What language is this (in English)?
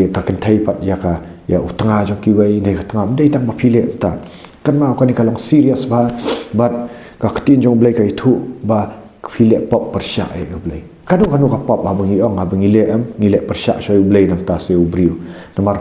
Khasi